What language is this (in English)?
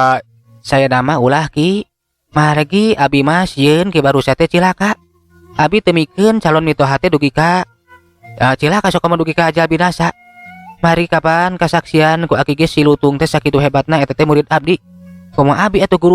Sundanese